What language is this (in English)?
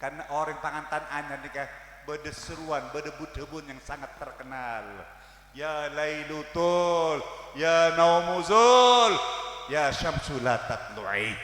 Madurese